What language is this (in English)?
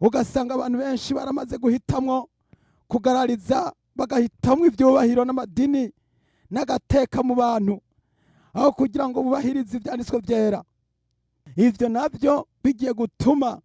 Rundi